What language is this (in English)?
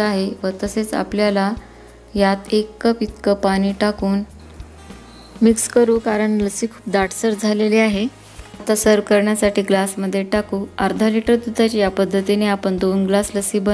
Marathi